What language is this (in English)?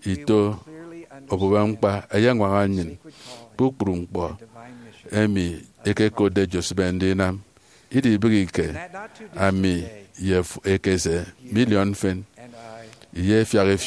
Efik